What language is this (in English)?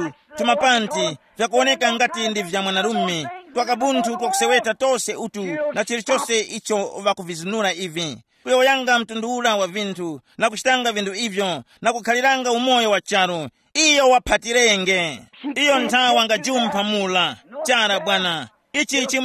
Tumbuka